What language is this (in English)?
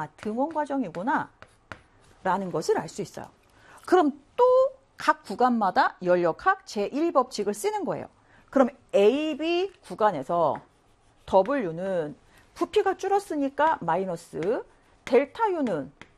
Korean